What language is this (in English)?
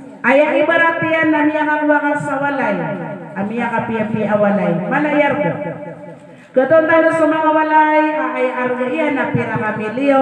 Maranao